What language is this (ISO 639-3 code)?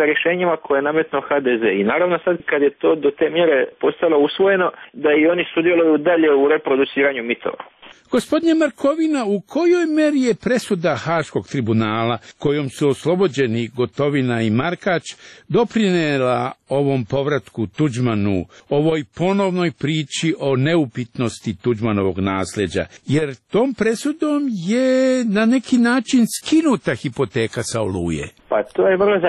hrv